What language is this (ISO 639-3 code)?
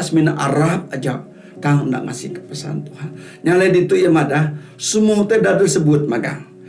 iba